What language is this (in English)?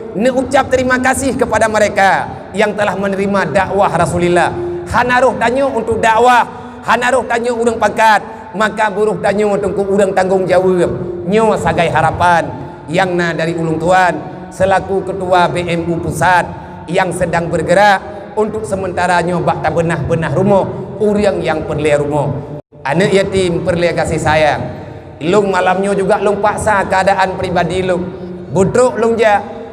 Achinese